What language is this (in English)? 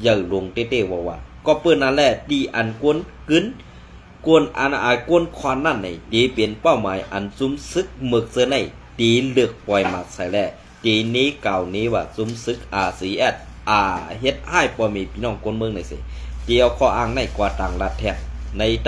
Shan